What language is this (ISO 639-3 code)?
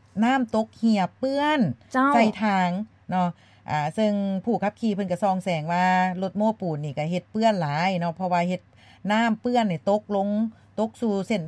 lao